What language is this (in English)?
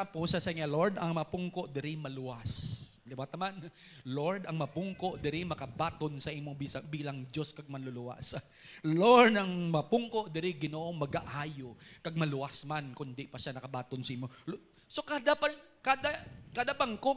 Hiligaynon